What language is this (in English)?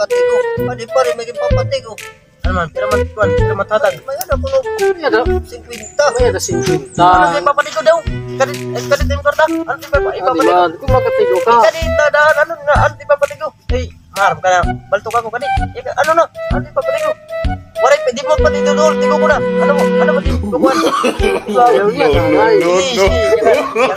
Waray